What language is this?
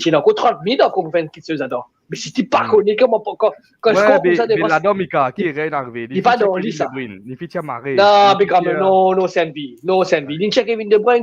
Morisyen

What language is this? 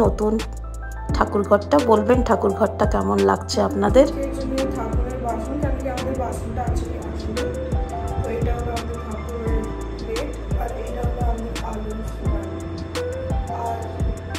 Bangla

